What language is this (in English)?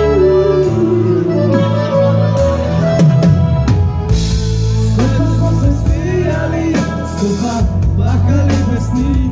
Croatian